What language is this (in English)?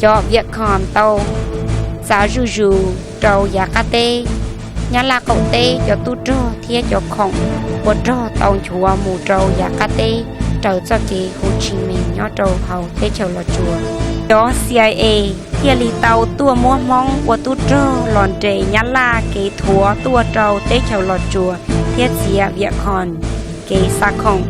Hmong